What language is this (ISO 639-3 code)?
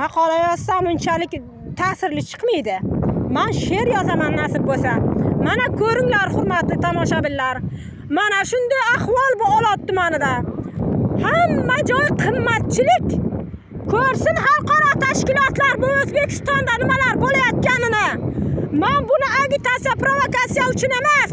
uzb